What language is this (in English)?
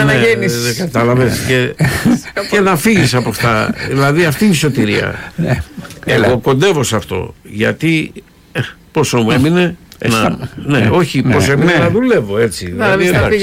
Greek